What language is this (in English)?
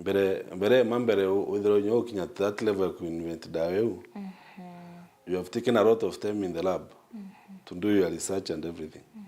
Meru